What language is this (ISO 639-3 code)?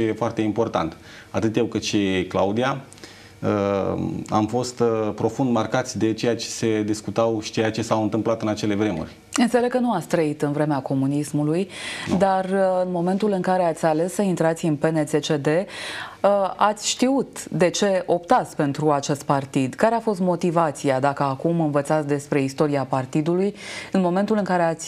ron